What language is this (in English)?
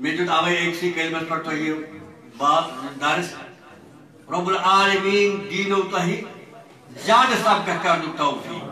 Kashmiri